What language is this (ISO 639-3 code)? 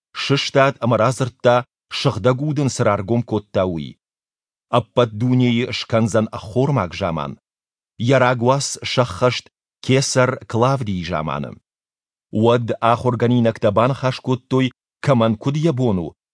oss